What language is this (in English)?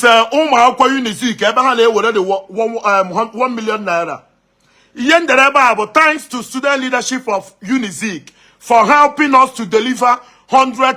Igbo